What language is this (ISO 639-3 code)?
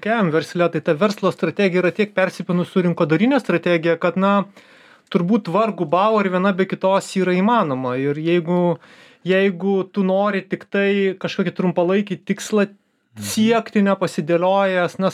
lit